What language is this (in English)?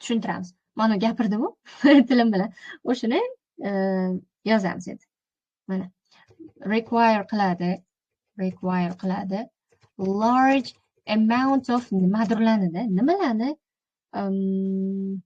Uzbek